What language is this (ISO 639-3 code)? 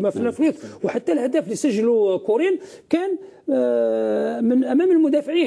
arq